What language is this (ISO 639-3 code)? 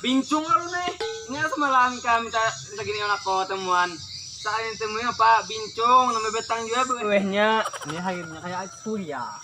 bjn